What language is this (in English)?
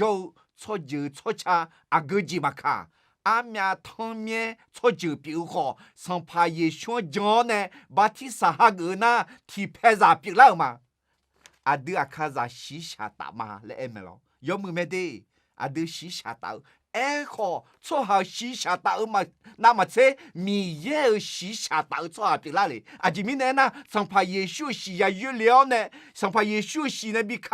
Akha